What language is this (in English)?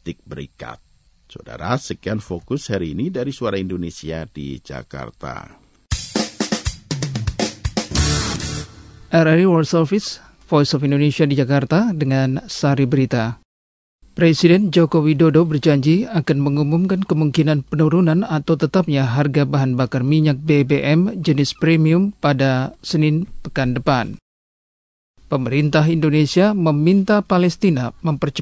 Indonesian